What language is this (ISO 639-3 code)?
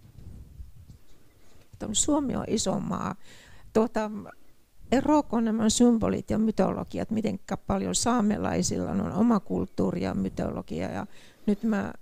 fin